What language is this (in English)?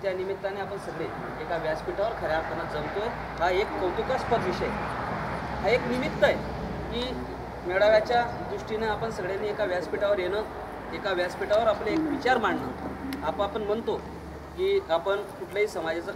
Marathi